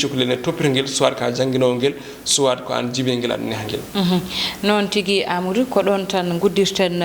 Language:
Fula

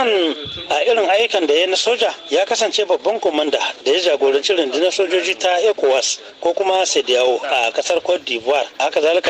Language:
Hausa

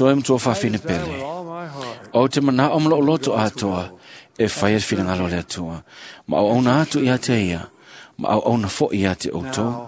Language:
Samoan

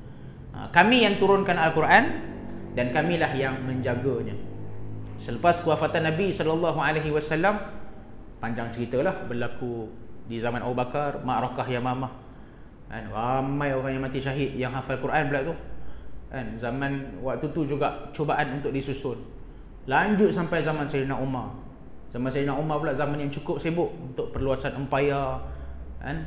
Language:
Malay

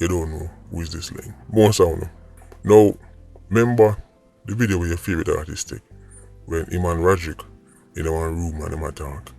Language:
Jamaican Creole English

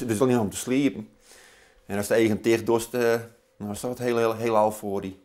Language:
Western Frisian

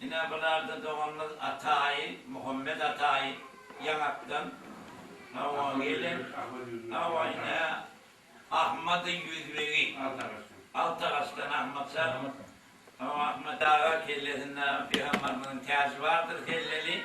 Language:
Turkmen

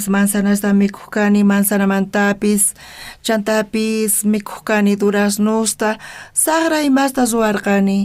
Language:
South Bolivian Quechua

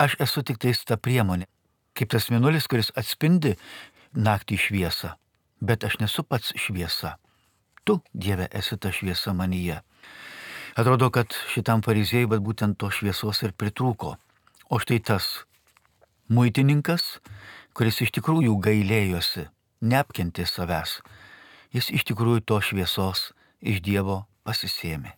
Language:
Lithuanian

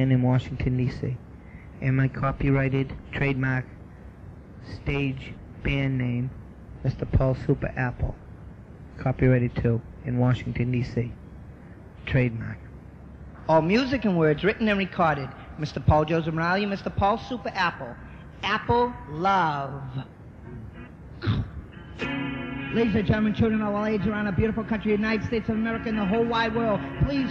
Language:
English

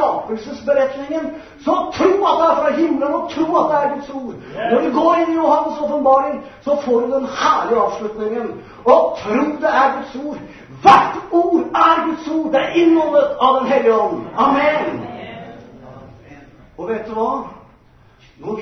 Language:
Norwegian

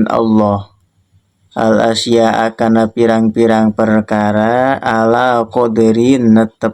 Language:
Sundanese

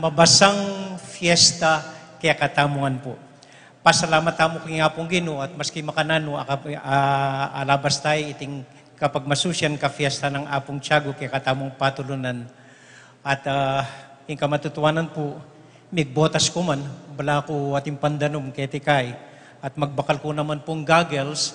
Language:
Pampanga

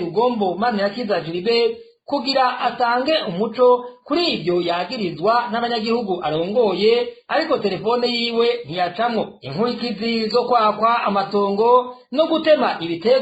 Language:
Rundi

